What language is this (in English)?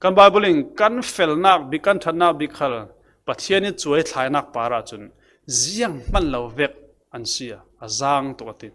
Falam Chin